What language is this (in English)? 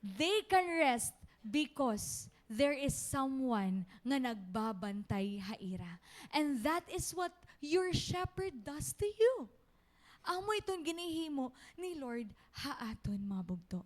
Waray